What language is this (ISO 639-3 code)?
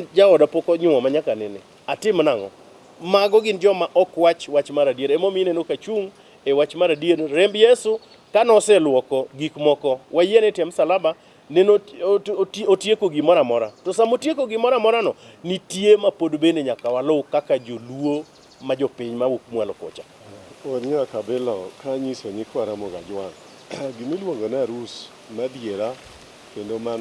luo